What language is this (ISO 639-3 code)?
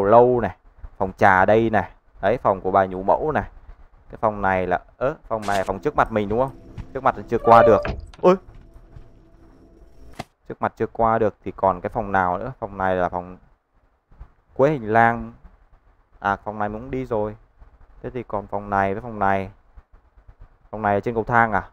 vie